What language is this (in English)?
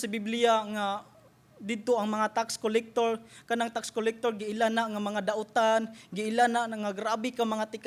Cebuano